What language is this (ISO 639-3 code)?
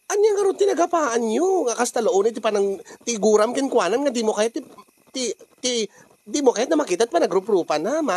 ilo